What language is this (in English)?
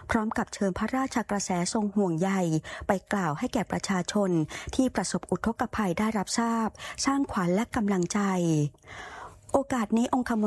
Thai